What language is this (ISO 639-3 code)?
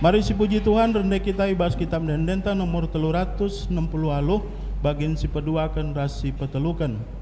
btx